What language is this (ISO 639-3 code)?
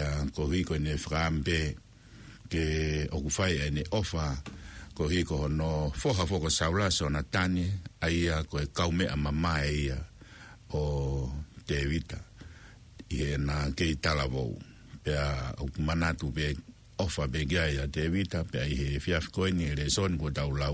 ton